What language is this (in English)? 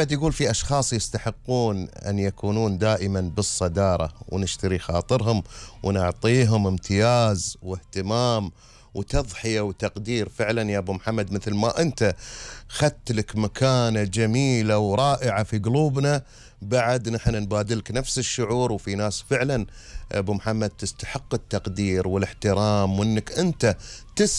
Gulf Arabic